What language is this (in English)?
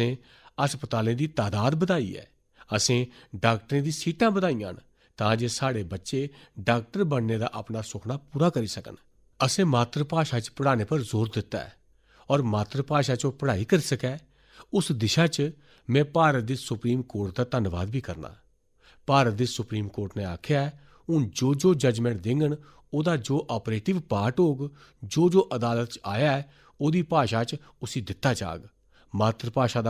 Dogri